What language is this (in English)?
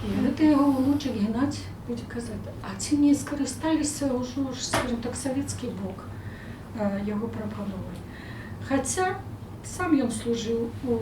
Belarusian